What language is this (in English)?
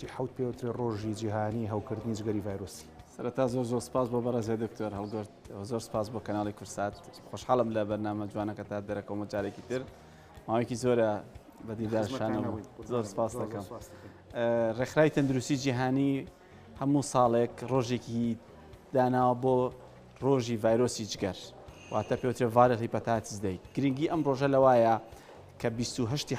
Central Kurdish